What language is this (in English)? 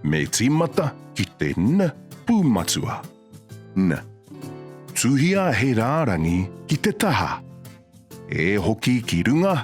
Māori